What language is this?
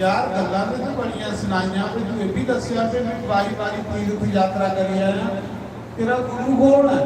Dogri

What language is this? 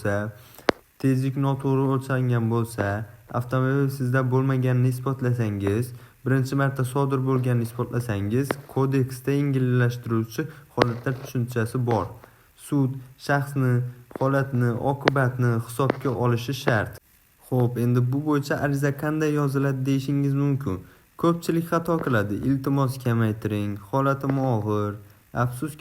Uzbek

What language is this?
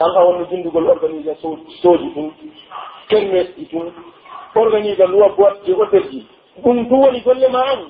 Pular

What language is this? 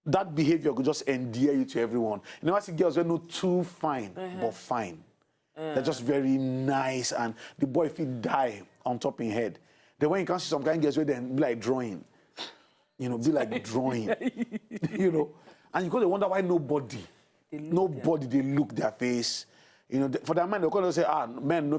Nigerian Pidgin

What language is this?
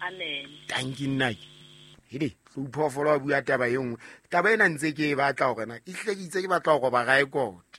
Southern Sotho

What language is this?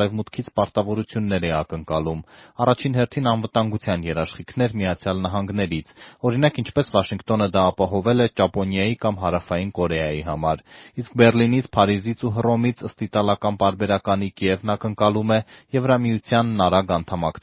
Armenian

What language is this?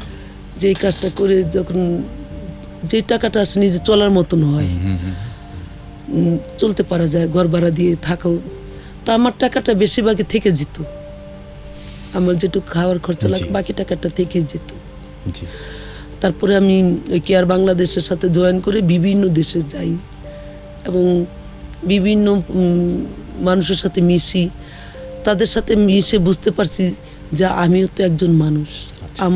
Bangla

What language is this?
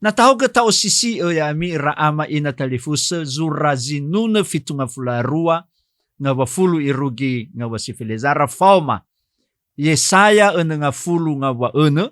Nias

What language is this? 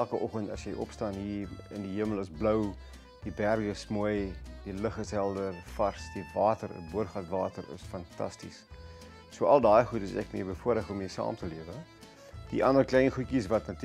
Afrikaans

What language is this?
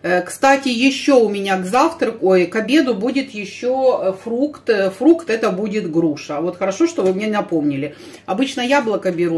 Russian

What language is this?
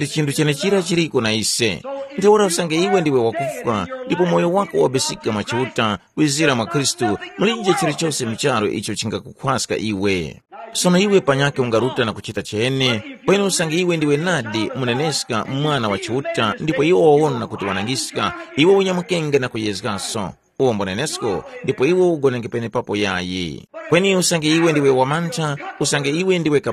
Tumbuka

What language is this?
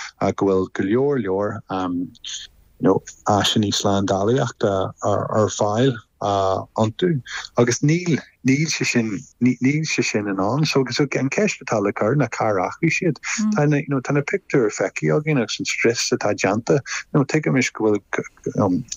Irish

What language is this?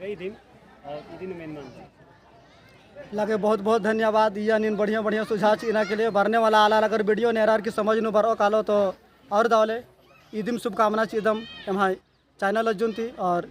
Kurukh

